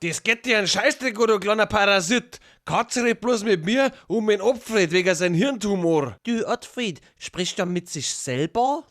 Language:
Bavarian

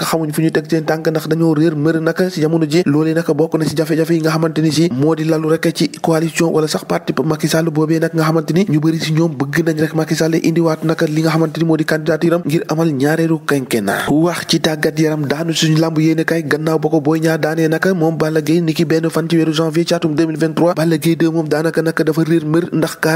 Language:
Wolof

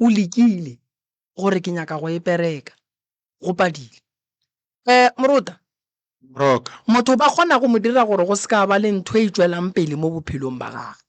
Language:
Northern Sotho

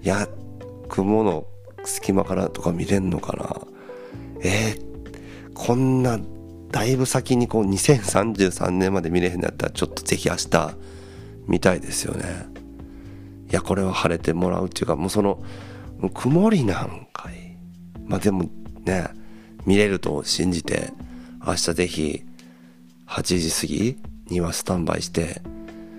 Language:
Japanese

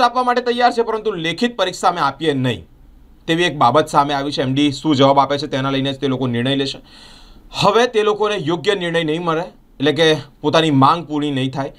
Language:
Gujarati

